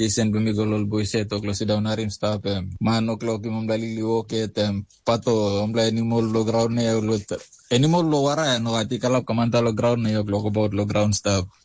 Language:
Tok Pisin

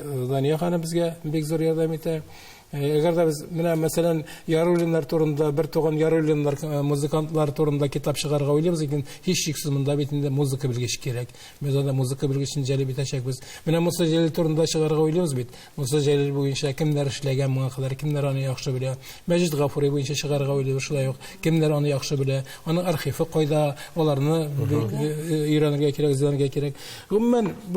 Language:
Tatar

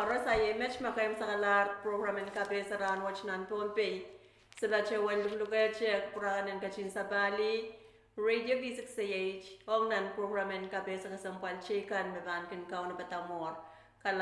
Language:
Pohnpeian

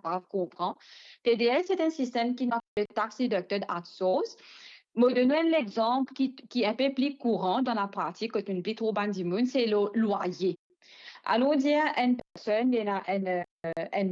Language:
Morisyen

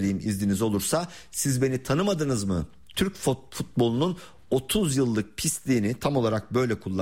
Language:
Turkish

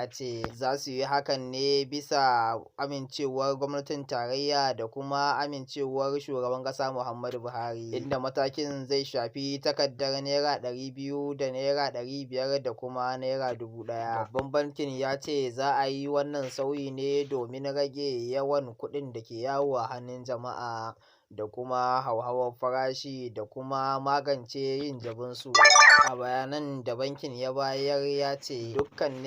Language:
Hausa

